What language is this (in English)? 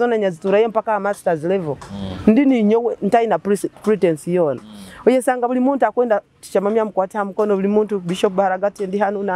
Nyoro